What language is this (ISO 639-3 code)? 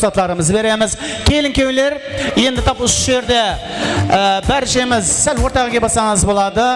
kaa